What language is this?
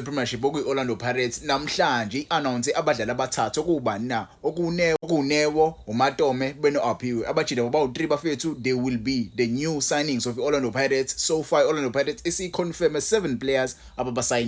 Zulu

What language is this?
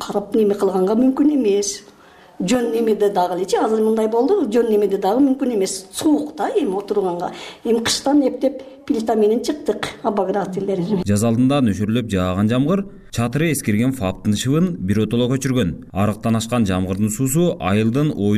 Kyrgyz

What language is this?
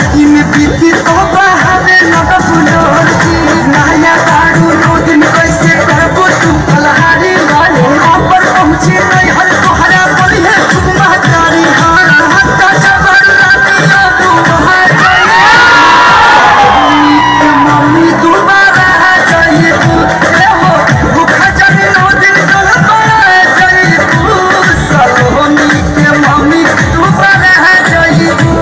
Bhojpuri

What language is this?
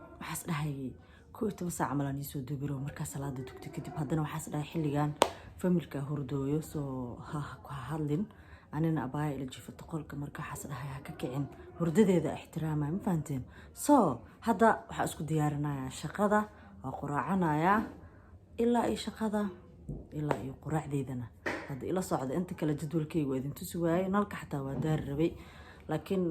Somali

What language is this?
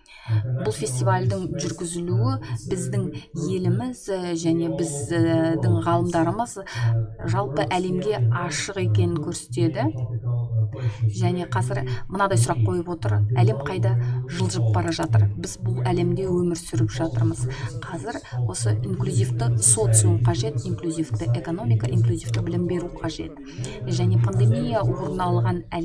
Kazakh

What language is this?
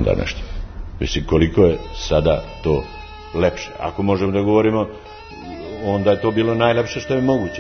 Serbian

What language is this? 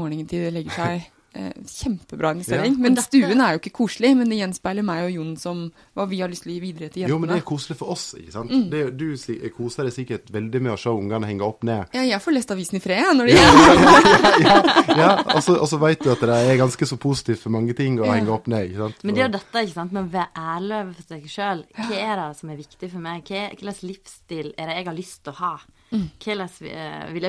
Norwegian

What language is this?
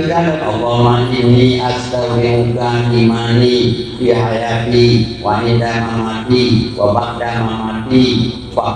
Achinese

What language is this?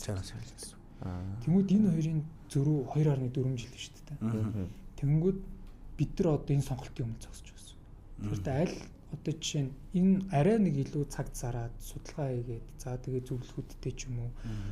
Mongolian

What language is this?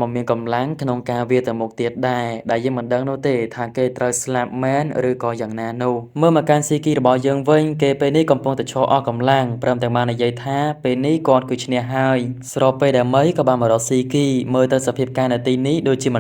Khmer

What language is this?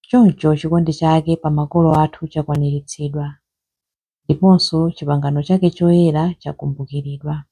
Nyanja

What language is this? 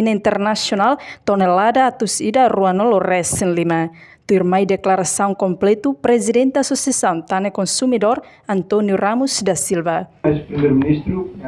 Tetum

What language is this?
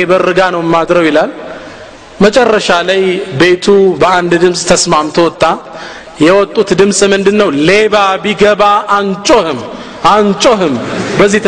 Amharic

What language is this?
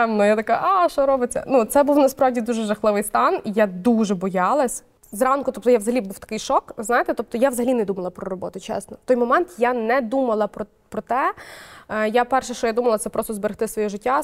Ukrainian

